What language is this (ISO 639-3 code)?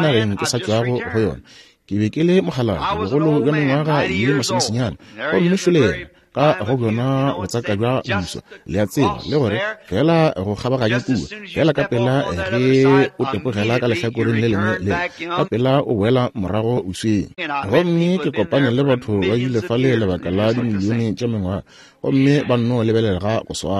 nso